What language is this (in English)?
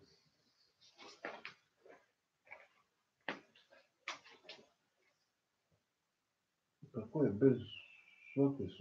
Croatian